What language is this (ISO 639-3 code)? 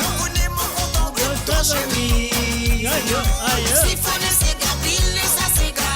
mfe